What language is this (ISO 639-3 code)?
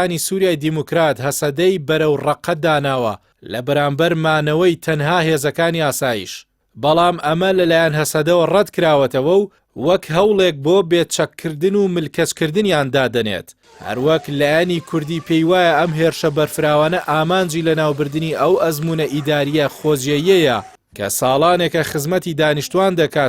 ckb